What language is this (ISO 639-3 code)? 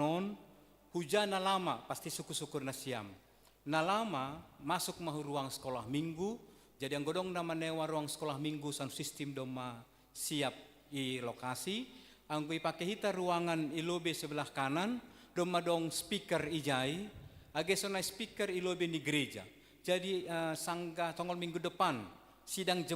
bts